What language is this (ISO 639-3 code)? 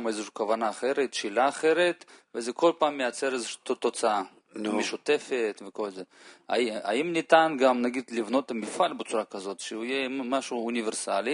heb